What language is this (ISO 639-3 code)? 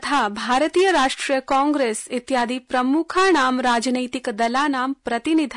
san